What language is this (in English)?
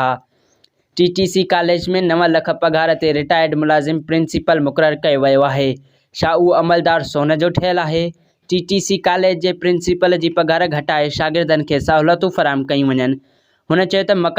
Sindhi